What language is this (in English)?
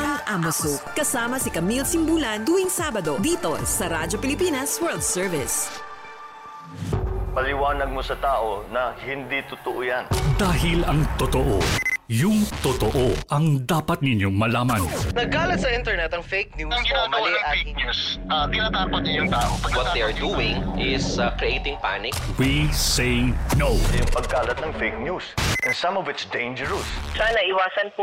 Filipino